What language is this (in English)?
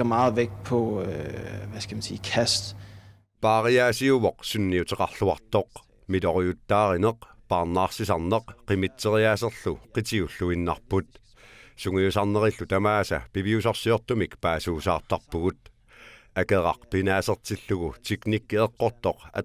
Kalaallisut